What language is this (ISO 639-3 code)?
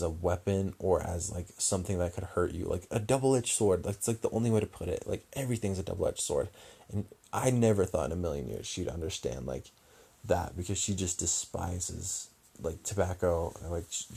eng